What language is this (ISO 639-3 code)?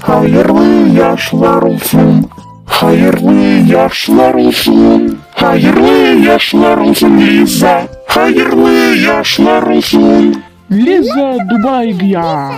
crh